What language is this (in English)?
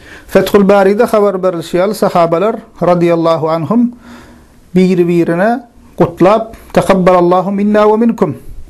Turkmen